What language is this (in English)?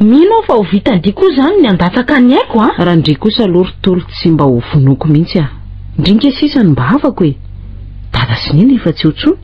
Malagasy